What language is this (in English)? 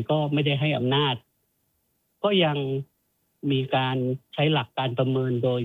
Thai